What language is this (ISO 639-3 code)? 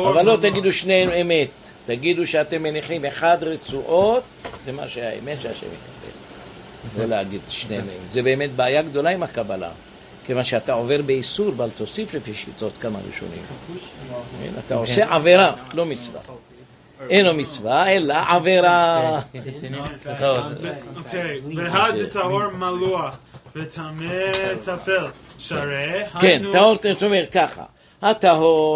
heb